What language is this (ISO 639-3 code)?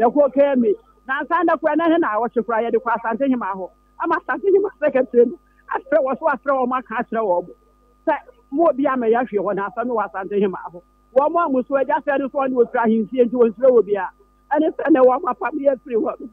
aka